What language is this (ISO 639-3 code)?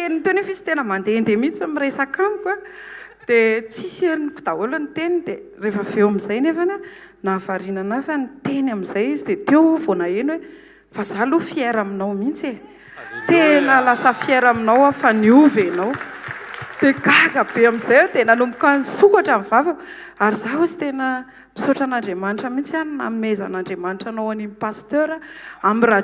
mlg